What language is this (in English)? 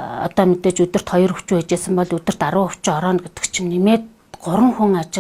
Mongolian